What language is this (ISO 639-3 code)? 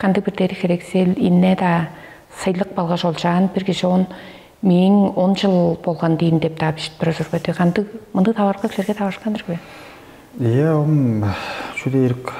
tyv